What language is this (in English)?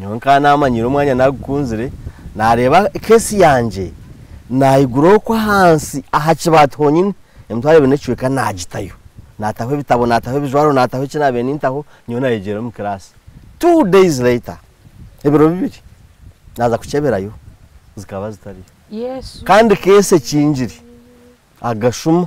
Nyankole